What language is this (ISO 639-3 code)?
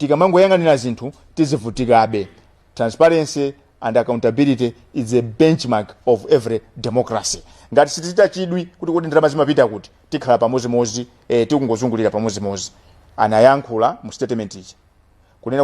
nya